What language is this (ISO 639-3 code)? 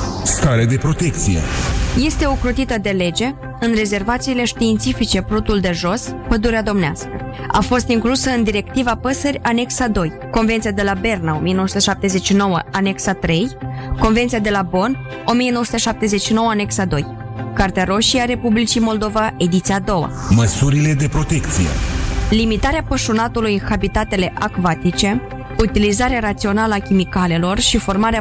ron